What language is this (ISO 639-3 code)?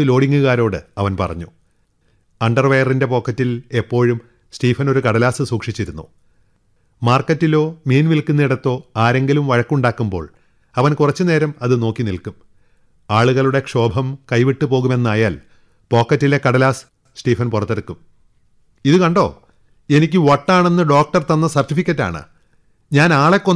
mal